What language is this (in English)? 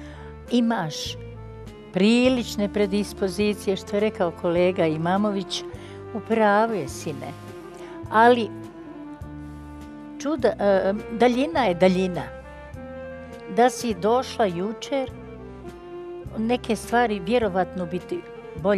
Bosnian